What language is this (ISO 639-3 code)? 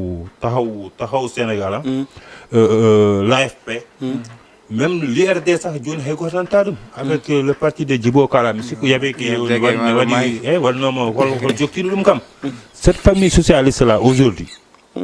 ful